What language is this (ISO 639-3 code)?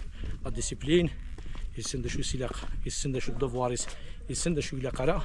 kab